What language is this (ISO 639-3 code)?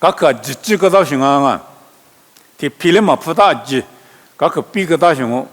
lis